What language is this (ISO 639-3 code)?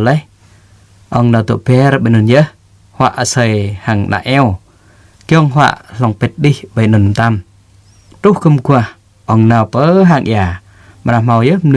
jra